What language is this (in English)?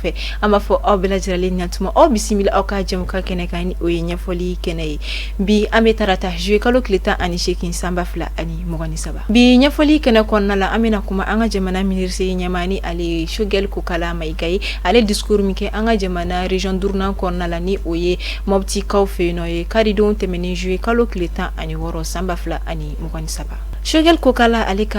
Bambara